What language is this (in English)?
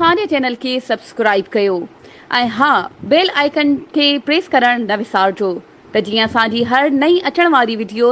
Sindhi